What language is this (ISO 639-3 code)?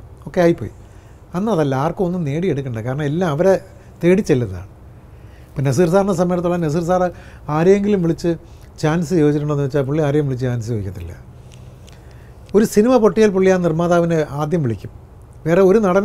mal